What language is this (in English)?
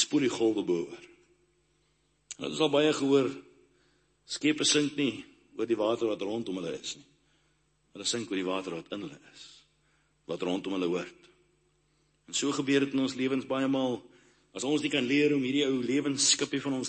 Afrikaans